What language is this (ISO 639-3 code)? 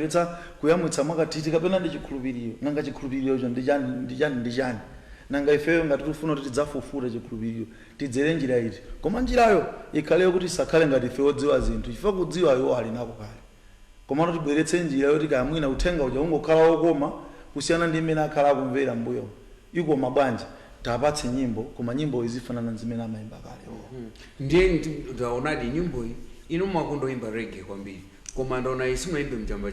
nya